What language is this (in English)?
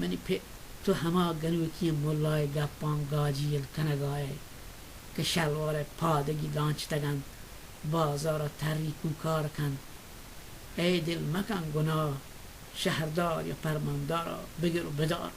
Baluchi